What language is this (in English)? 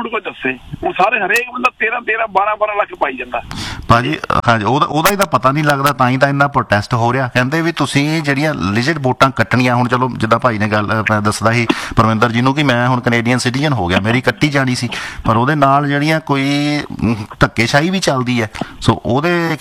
Punjabi